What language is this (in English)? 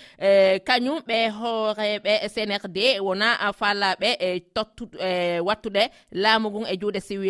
Nigerian Fulfulde